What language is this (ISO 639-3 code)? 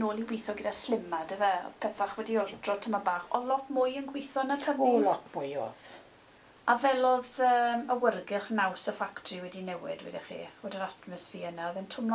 cym